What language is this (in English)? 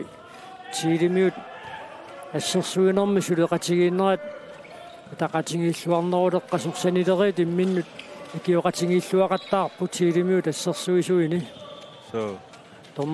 Kalaallisut